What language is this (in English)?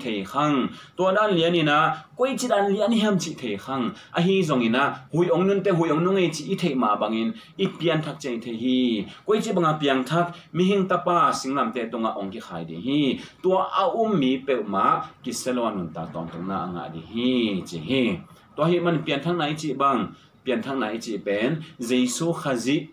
Tedim Chin